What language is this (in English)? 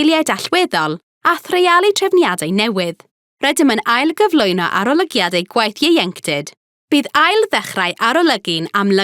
Welsh